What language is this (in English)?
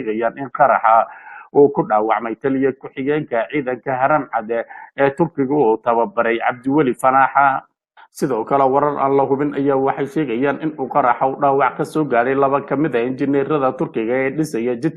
Somali